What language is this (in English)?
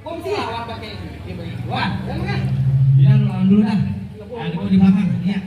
Betawi